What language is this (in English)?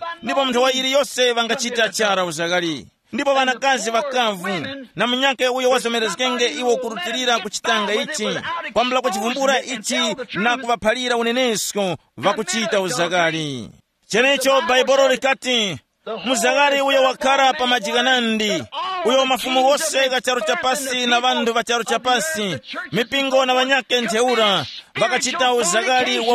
Tumbuka